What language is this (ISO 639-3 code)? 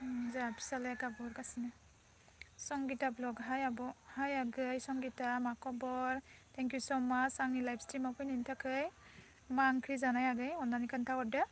brx